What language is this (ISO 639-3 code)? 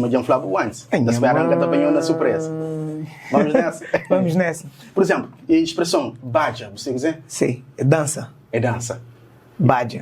kea